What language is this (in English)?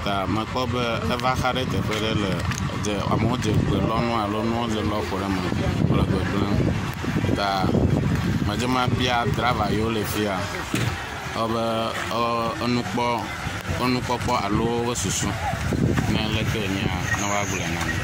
Ewe